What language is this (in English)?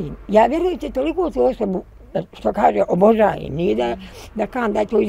Bosnian